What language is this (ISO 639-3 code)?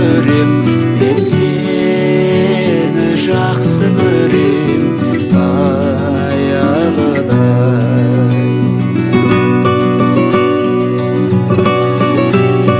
kaz